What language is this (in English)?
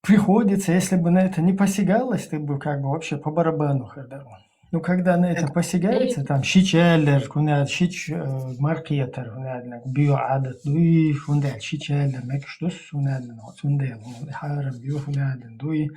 Chechen